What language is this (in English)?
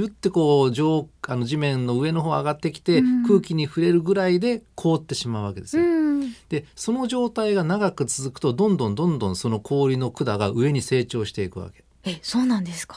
Japanese